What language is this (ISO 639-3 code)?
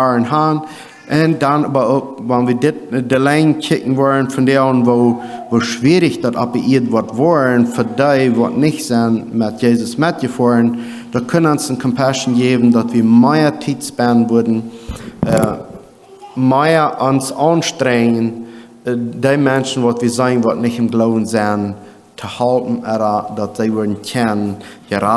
pdt